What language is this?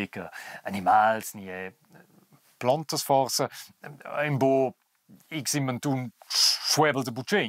Romansh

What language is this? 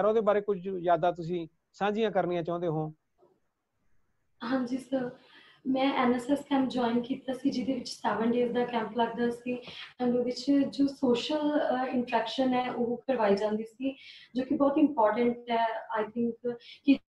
Punjabi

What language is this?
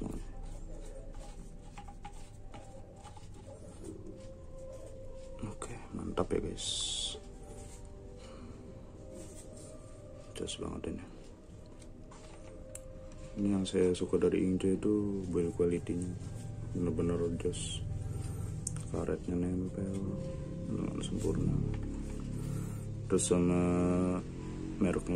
Indonesian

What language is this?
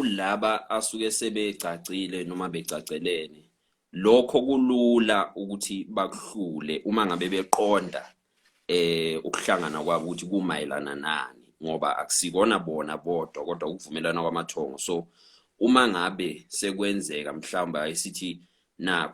Zulu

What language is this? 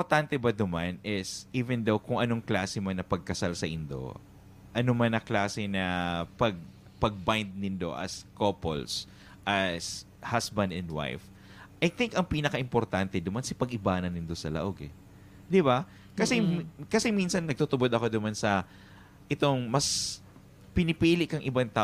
Bikol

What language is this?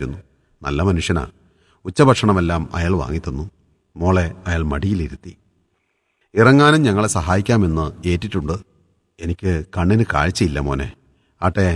Malayalam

